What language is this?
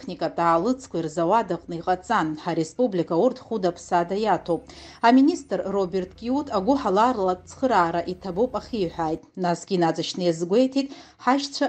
Abkhazian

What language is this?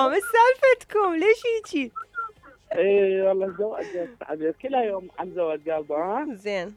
Mesopotamian Arabic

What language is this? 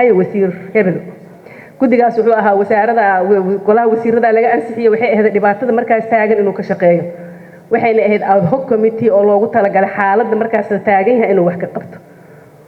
Somali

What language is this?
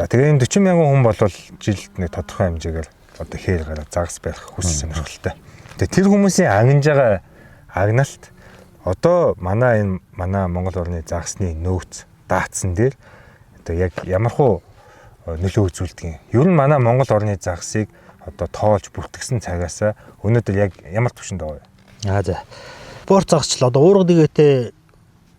Mongolian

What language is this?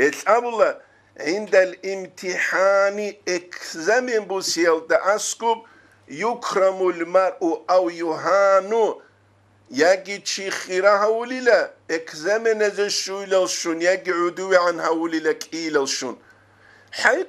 Avaric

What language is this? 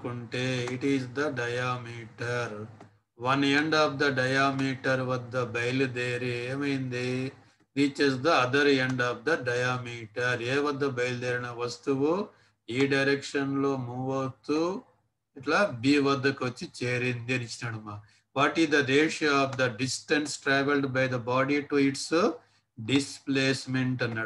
Telugu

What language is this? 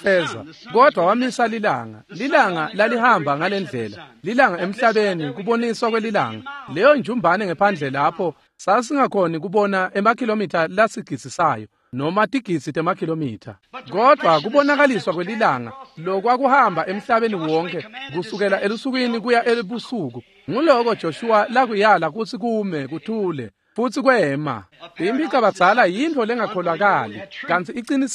Swati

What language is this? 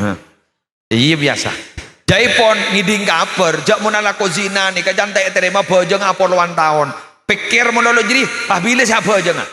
Madurese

